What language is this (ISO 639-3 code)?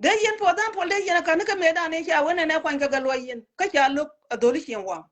nus